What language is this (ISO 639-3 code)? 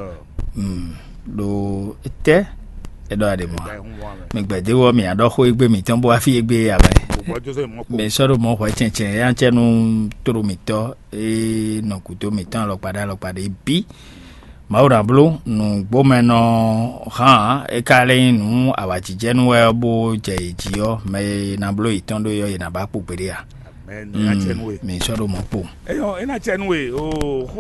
fon